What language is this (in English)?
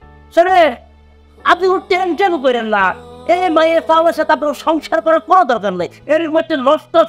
Bangla